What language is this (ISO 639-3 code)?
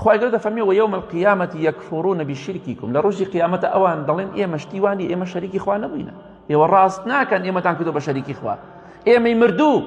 ckb